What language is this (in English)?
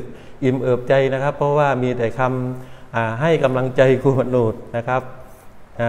Thai